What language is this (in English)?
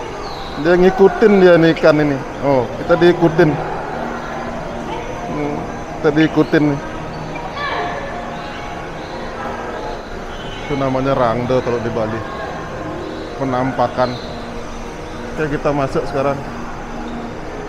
Indonesian